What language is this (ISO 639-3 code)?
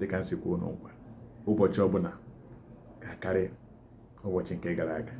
ibo